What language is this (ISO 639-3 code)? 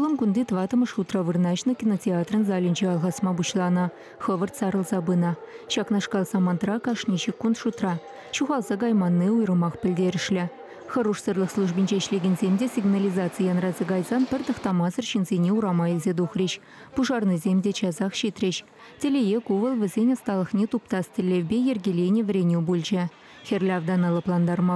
chv